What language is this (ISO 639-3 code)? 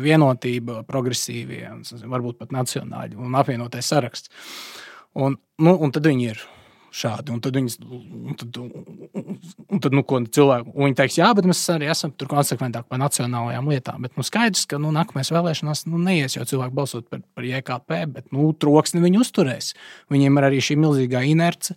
lav